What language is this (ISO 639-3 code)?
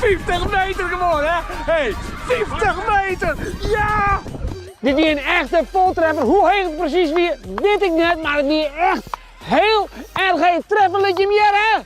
fry